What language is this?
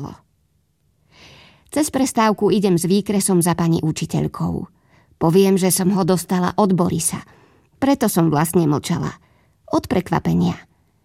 Slovak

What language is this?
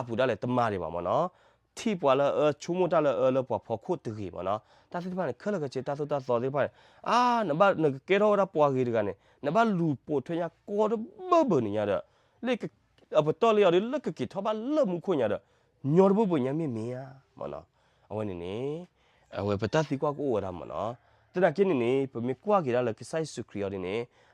S'gaw Karen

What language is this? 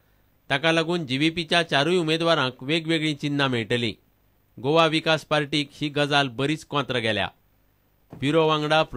Konkani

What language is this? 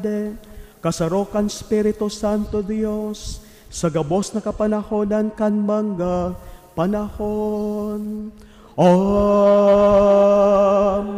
Bikol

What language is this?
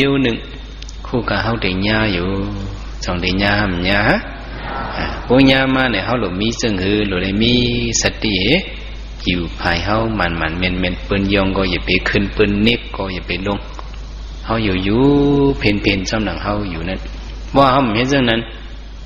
Shan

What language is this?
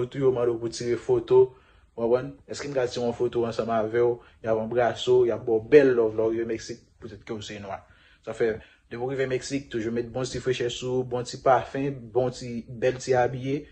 Haitian Creole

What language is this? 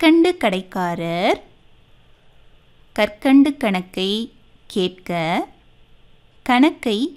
Tamil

